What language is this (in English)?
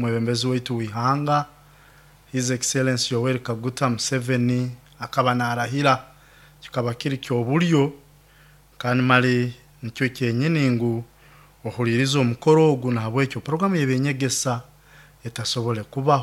Nyoro